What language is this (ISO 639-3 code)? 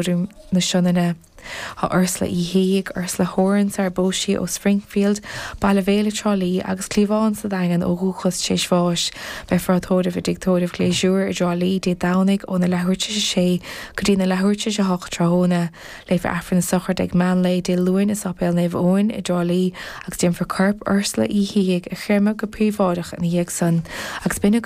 gle